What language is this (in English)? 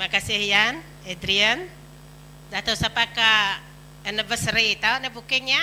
Iban